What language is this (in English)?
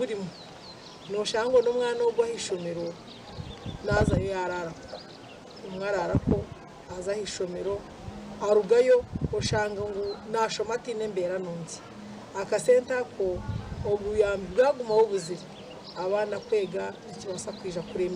Nyankole